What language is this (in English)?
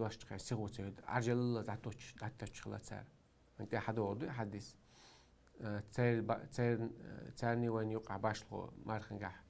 Chechen